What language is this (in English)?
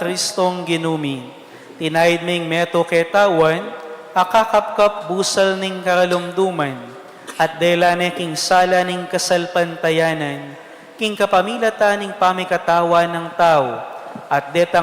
Pampanga